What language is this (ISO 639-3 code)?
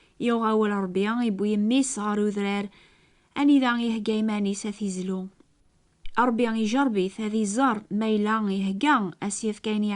kab